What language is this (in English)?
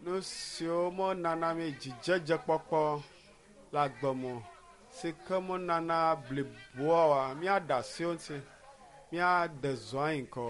Ewe